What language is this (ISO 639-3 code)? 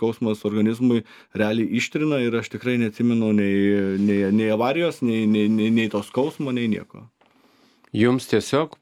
lit